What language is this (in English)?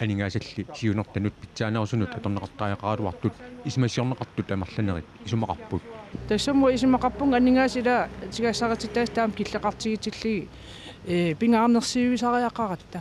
Kalaallisut